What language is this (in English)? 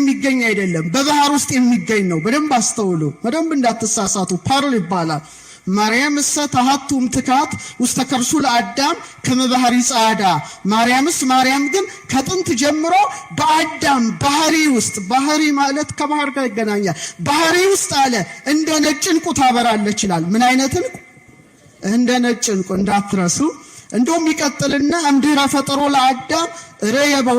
Amharic